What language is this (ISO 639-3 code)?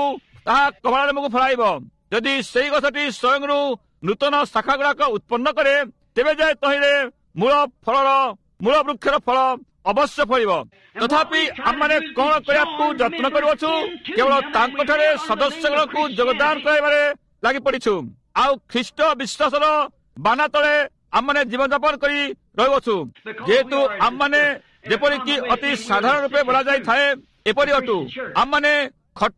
ori